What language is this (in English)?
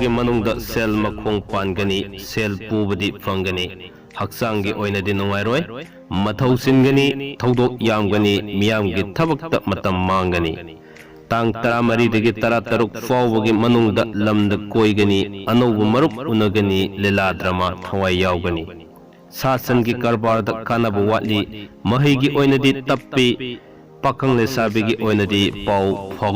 Manipuri